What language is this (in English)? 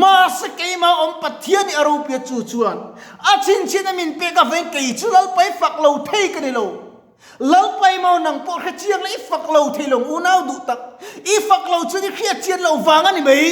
Mizo